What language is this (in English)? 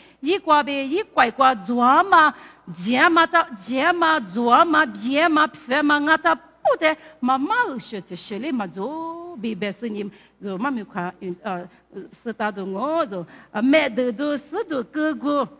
Lisu